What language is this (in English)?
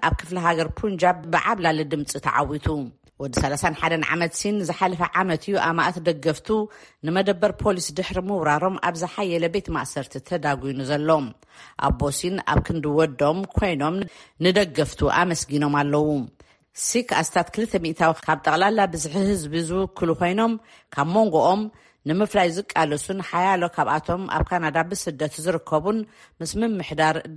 Tigrinya